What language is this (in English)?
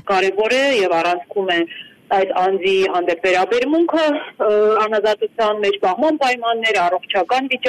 Armenian